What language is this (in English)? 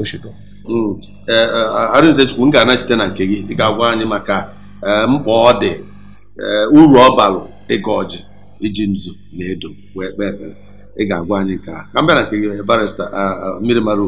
Igbo